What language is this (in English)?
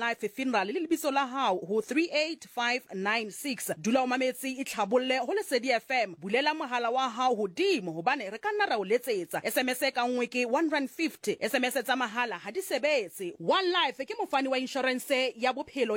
Southern Sotho